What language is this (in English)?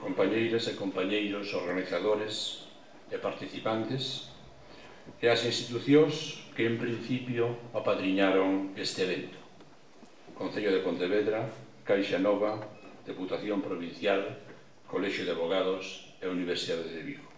Galician